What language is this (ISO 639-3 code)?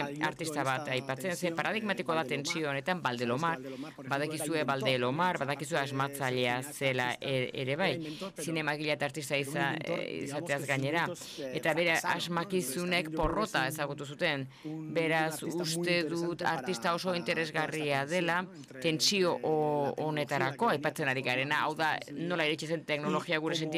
eus